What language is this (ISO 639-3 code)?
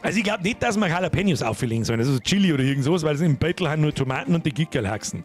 bar